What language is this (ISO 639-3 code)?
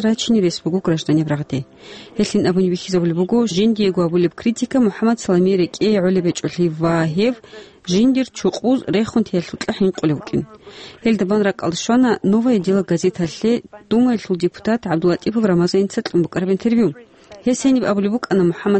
ava